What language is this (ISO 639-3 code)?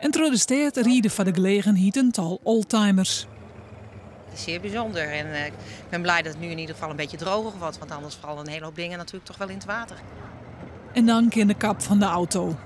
fry